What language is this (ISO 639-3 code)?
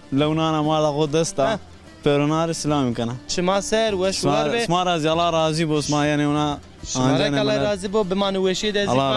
zza